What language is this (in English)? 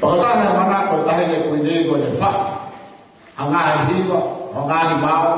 Tongan